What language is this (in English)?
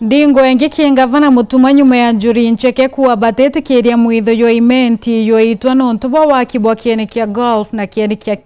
Meru